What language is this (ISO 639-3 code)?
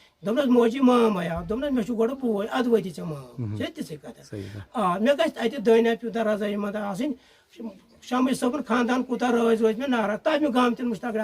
kas